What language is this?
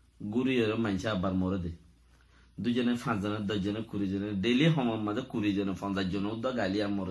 Rohingya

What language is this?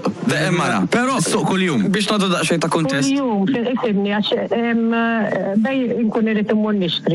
Maltese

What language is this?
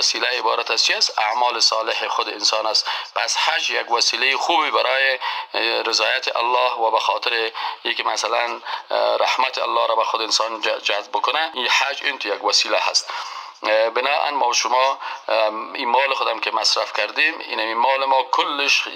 Persian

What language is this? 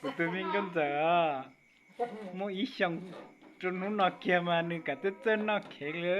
Hmong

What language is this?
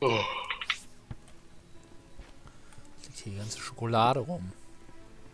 German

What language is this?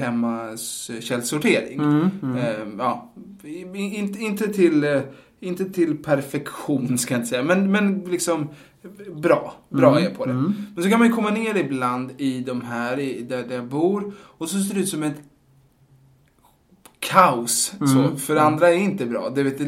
Swedish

